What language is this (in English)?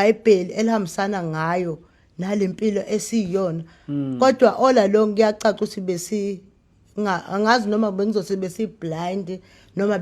Zulu